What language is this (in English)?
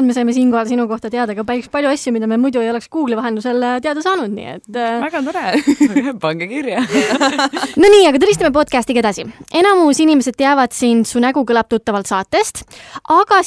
Estonian